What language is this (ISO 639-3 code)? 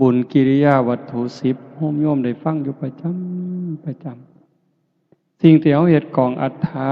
tts